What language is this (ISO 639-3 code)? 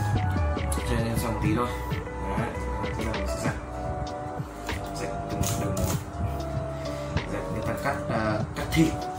vie